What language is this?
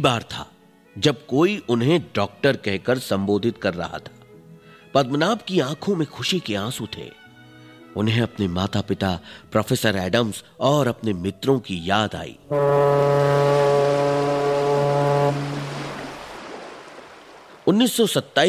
Hindi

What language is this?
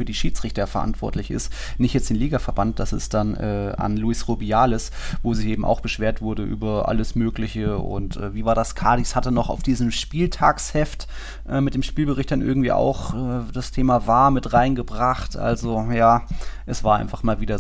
German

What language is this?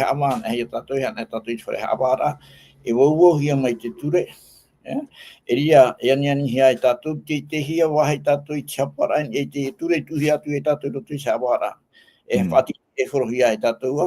Tahitian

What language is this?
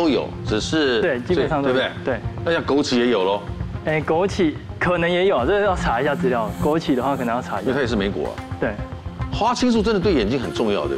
Chinese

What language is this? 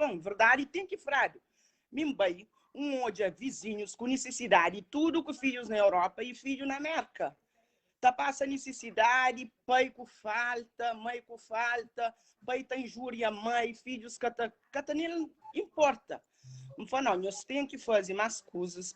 Kabuverdianu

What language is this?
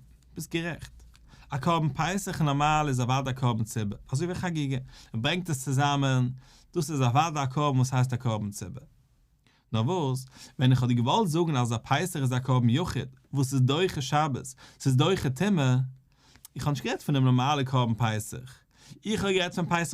Yiddish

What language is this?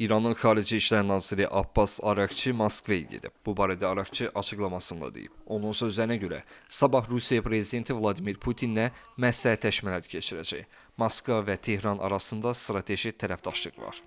Azerbaijani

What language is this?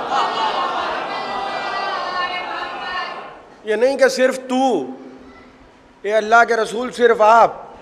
Urdu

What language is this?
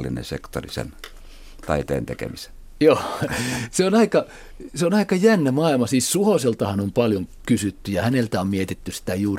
Finnish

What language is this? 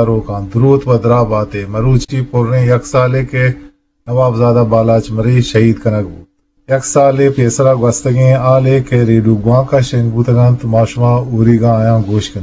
Eastern Balochi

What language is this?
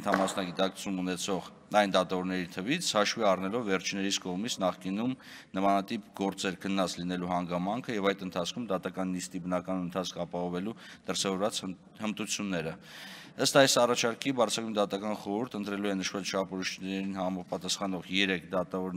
Armenian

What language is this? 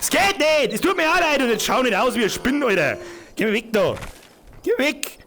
Bavarian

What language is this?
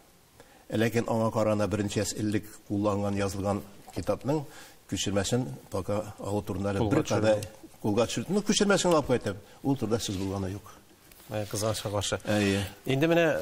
Tatar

